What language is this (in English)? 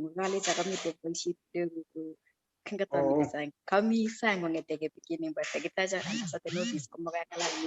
Kalenjin